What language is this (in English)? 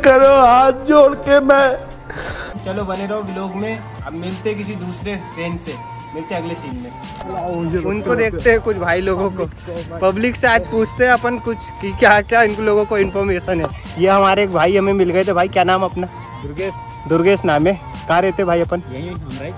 Hindi